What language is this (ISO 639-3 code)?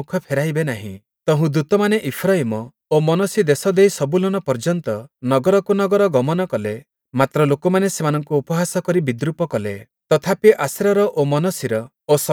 ori